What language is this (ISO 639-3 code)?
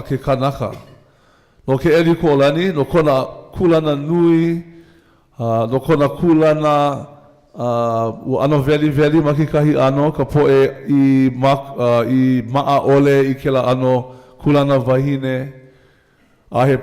haw